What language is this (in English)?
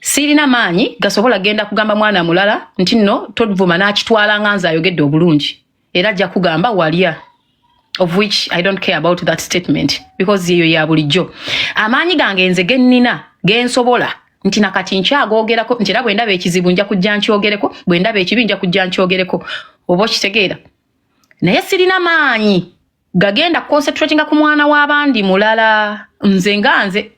Ganda